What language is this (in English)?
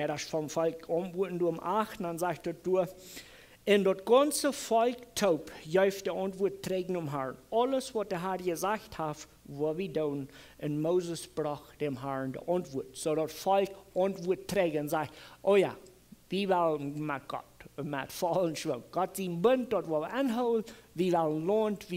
Plautdietsch